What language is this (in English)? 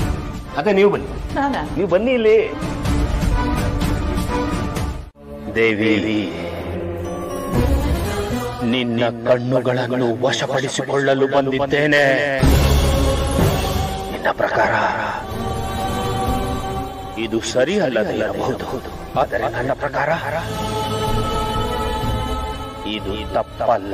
Kannada